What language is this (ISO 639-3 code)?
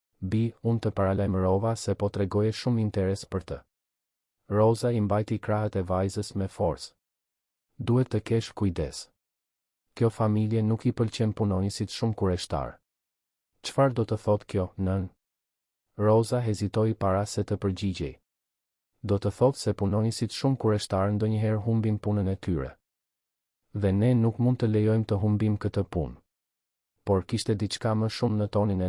sqi